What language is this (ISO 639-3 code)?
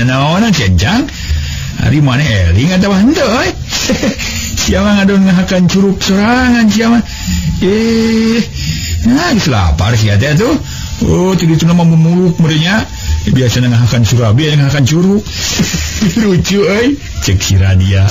sun